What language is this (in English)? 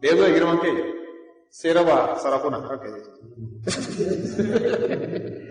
Hausa